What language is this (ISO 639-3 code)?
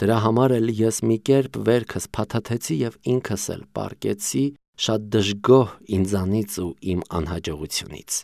hye